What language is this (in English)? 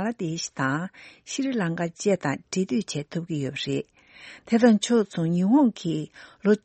Tibetan